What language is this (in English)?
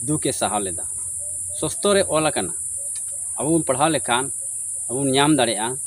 Santali